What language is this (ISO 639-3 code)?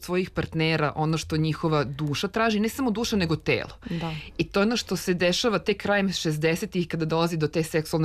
srp